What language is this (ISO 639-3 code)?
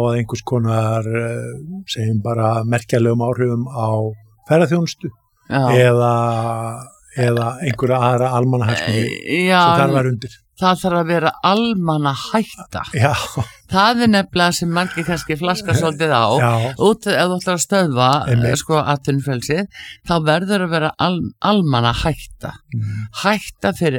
isl